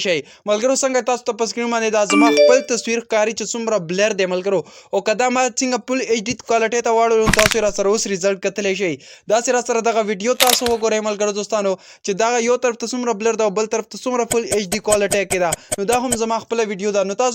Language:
Pashto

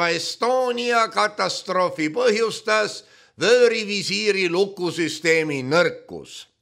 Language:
Estonian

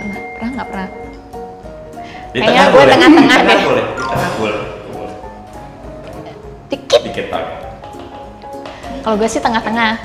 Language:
Indonesian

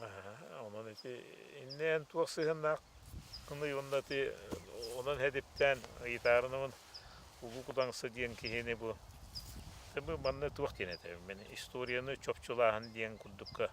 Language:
Yakut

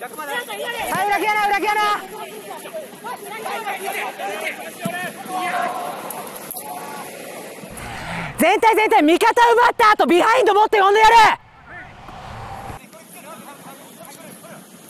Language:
Japanese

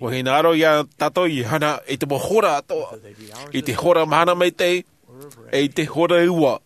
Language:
Tahitian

